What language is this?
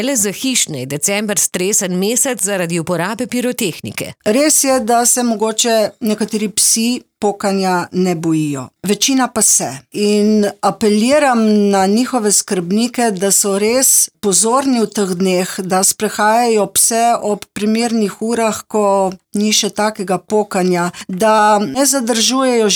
Slovenian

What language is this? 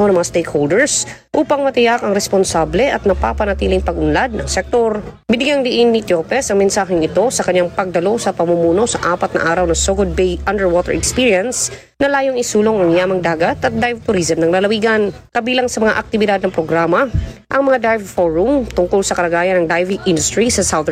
Filipino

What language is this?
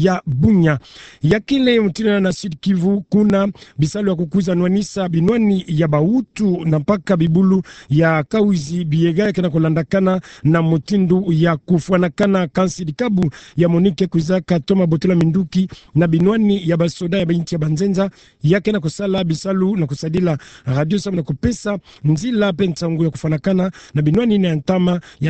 Kituba (Democratic Republic of Congo)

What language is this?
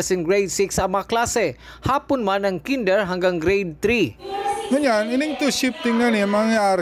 Bikol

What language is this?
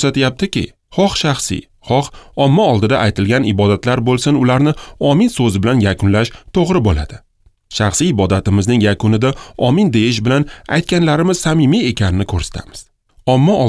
Uzbek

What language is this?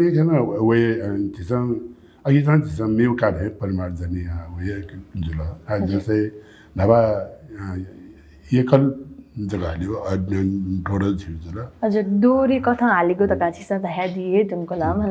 Newari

